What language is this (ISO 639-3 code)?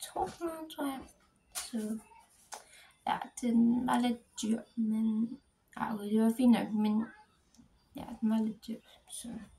dan